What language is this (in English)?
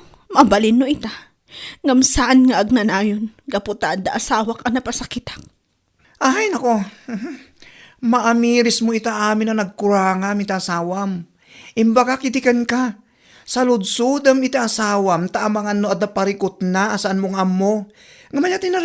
Iloko